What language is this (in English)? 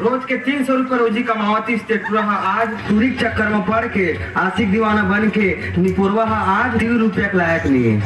Chhattisgarhi